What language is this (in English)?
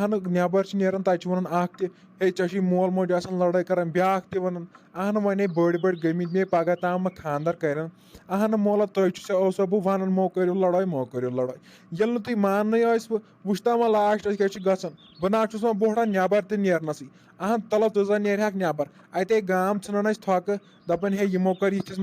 Kashmiri